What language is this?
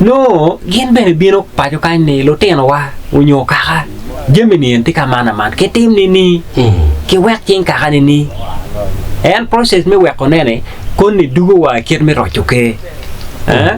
Acoli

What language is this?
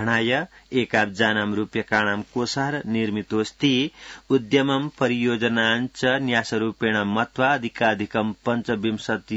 Sanskrit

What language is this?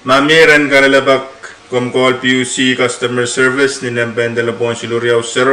Pohnpeian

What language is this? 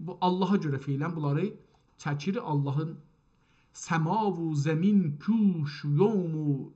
South Azerbaijani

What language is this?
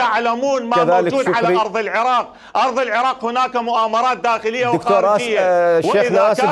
Mesopotamian Arabic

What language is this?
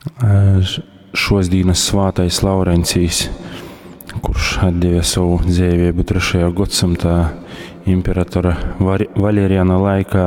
Latgalian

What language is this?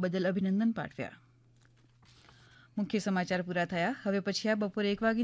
Gujarati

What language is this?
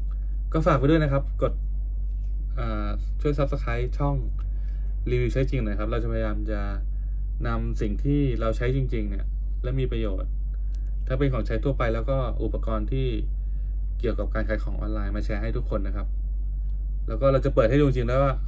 Thai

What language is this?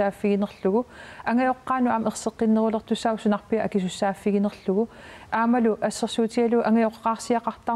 Kalaallisut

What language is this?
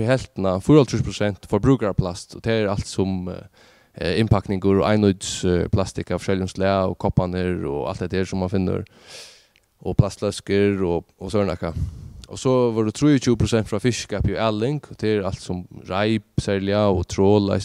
Faroese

